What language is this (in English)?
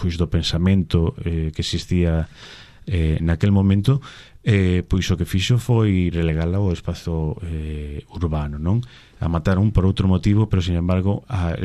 Galician